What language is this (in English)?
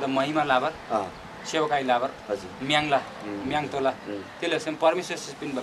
Eastern Tamang